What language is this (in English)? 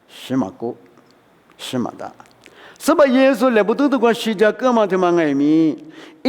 Lisu